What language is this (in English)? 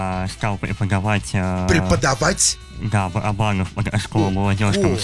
Russian